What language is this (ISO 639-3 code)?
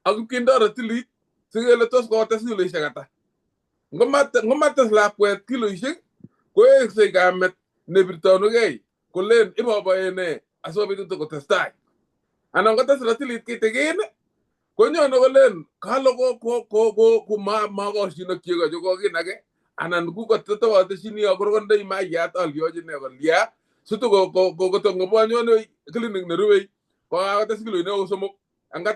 kln